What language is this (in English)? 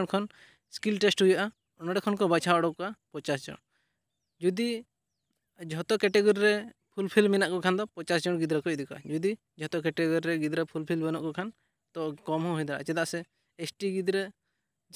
Santali